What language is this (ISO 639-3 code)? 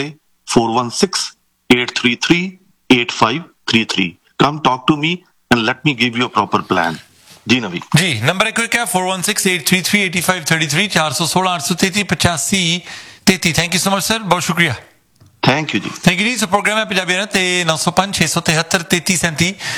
pan